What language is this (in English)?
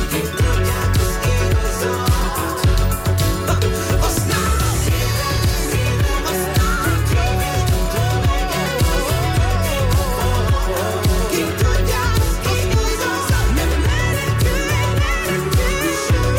Hungarian